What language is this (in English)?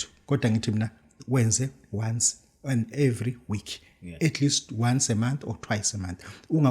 Zulu